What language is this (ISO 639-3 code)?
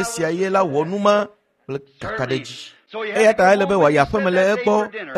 ewe